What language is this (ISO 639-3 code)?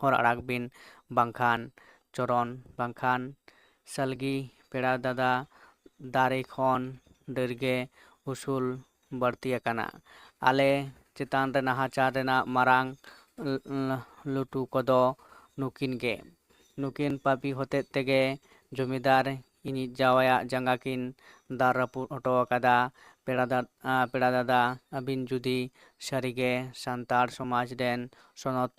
sat